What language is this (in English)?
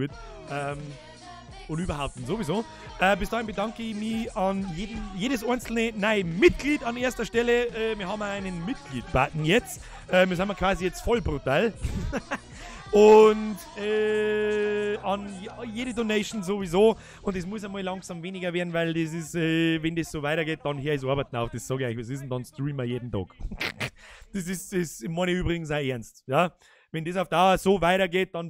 Bavarian